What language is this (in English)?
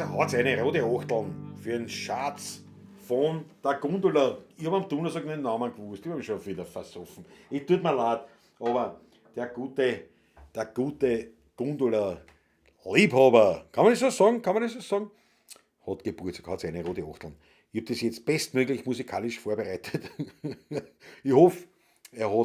Bavarian